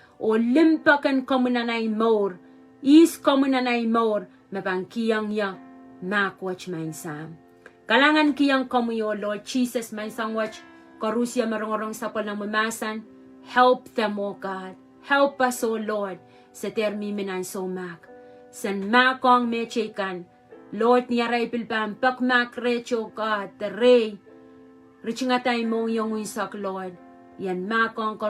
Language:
Pohnpeian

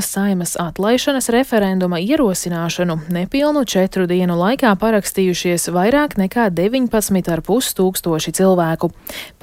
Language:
Latvian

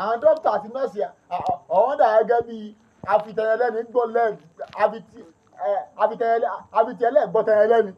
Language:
Yoruba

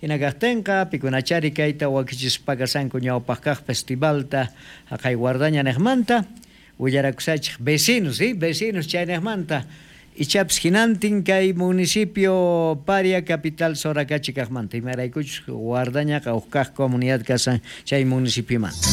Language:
South Bolivian Quechua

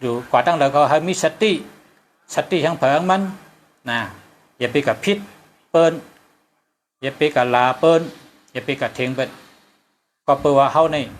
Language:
Shan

